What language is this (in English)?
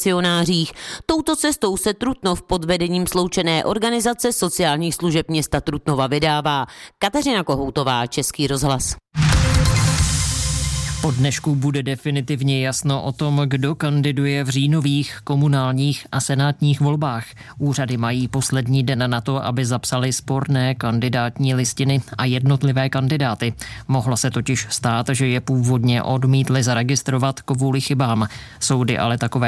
Czech